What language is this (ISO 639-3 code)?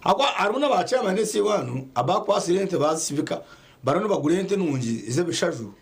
nyn